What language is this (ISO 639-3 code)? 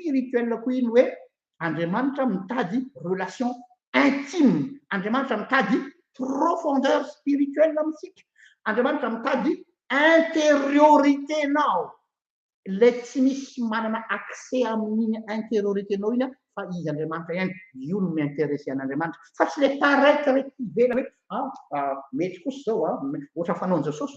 mlg